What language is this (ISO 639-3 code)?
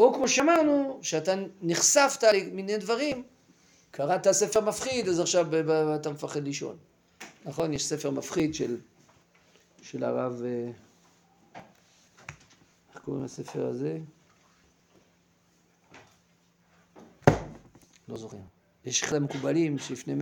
heb